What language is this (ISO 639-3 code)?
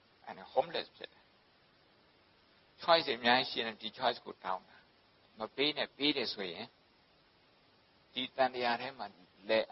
mya